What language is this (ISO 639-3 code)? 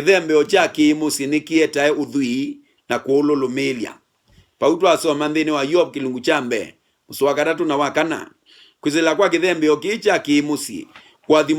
kam